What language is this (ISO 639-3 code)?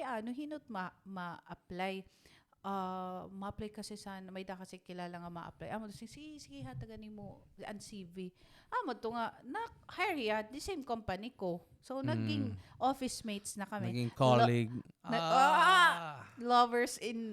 war